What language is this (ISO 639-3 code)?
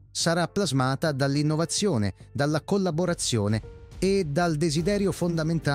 ita